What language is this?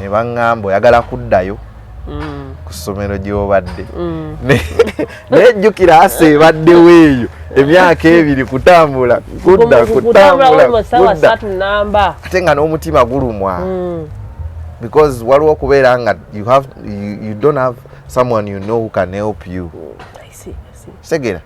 Ganda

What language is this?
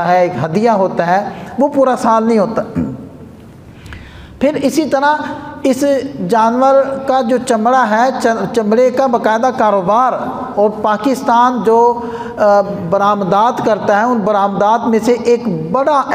Urdu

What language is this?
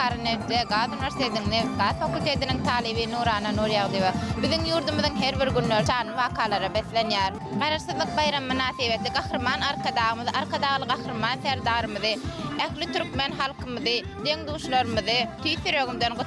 Turkmen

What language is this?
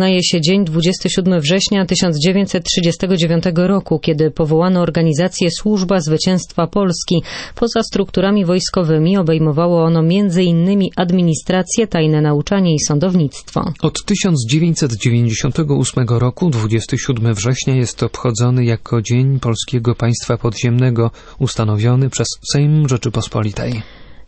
Polish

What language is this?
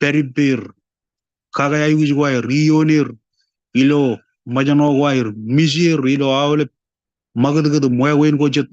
Marshallese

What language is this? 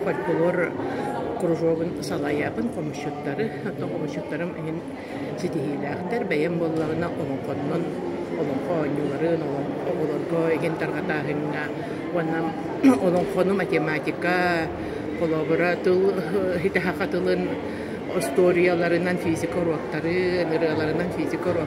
Yakut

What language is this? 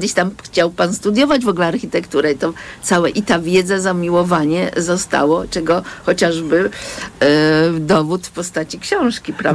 Polish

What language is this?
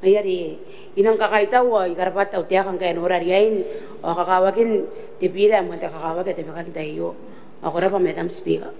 Gilbertese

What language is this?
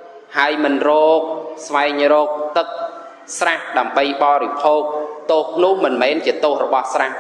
Khmer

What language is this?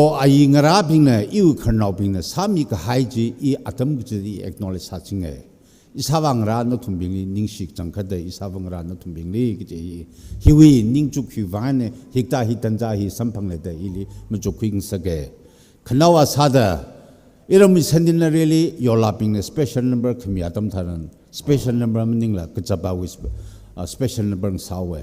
Tangkhul Naga (India)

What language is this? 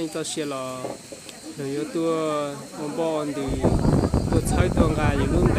Hmong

